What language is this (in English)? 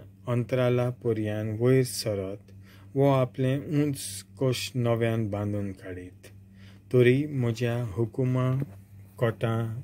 Konkani